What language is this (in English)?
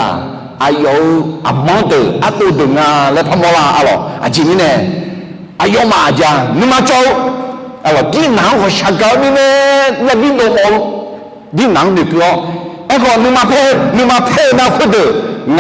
Akha